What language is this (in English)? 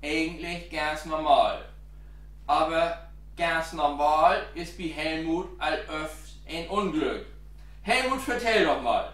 Low German